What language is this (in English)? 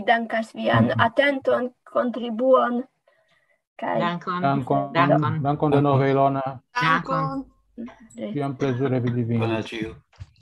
Esperanto